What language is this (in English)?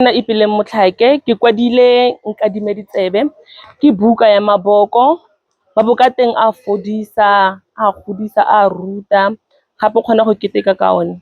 Tswana